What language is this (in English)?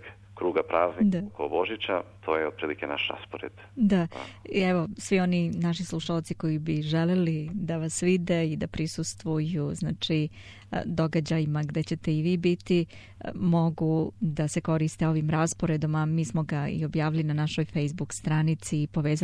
Serbian